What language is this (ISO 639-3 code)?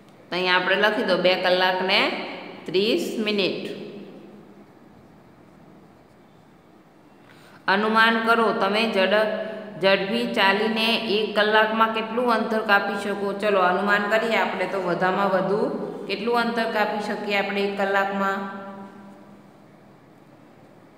guj